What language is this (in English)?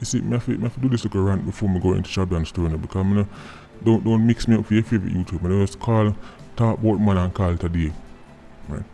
Jamaican Creole English